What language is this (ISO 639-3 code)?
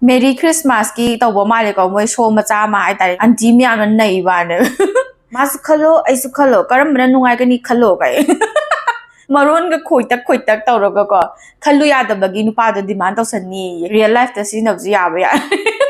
mni